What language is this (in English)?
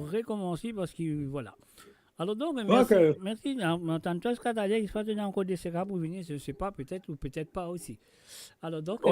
Morisyen